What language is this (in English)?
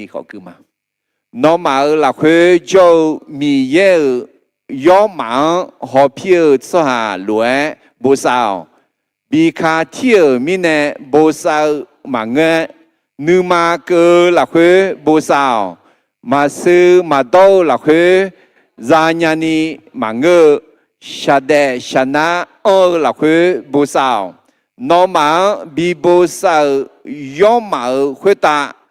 Akha